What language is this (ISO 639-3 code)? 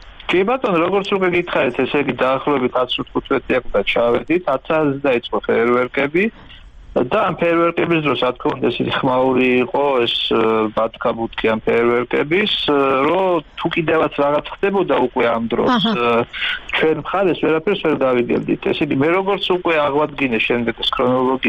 kat